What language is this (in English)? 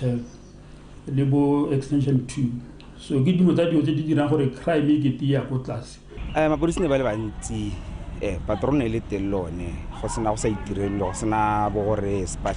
Tswana